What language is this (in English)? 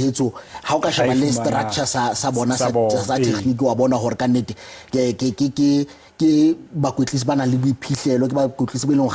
Southern Sotho